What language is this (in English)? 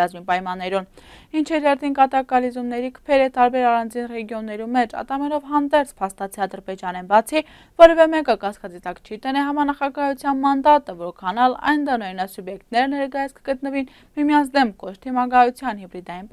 Armenian